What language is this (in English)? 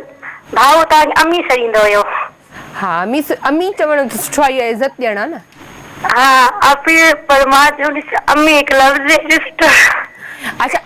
Sindhi